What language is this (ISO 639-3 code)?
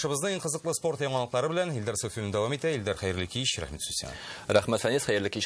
tat